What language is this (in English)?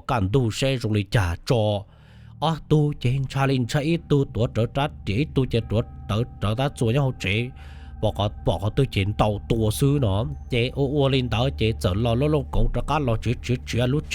Hmong